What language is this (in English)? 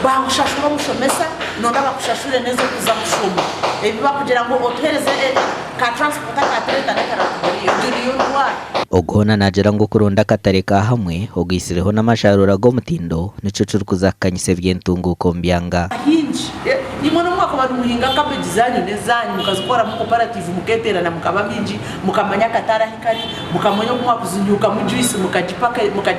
Nyankole